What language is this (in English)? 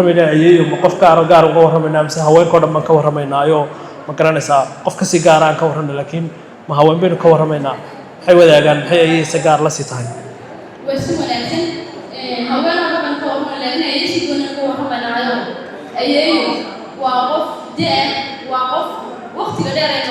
Somali